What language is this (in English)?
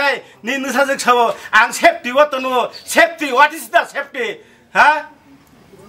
Kok Borok